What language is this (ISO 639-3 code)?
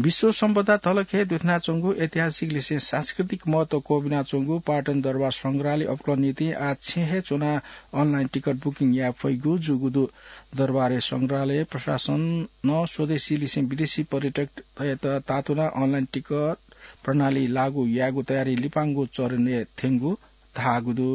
new